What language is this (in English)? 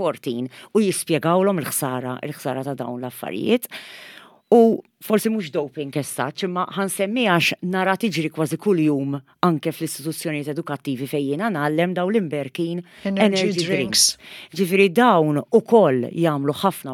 Maltese